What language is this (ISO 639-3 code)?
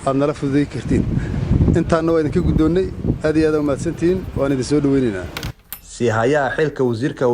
som